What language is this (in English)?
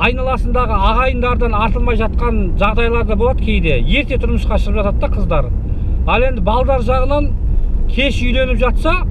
Kazakh